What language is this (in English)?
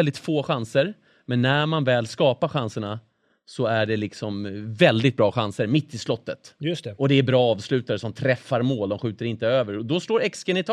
Swedish